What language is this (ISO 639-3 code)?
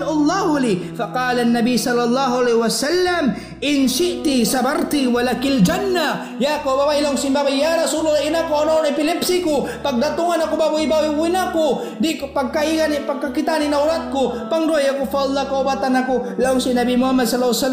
tsg